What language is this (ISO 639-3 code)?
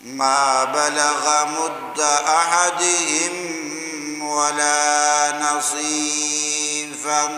bgp